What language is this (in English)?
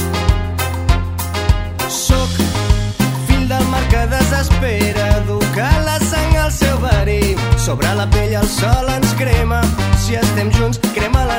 Catalan